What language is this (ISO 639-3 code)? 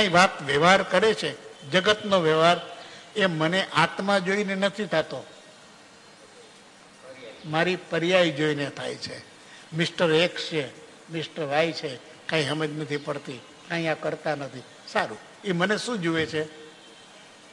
guj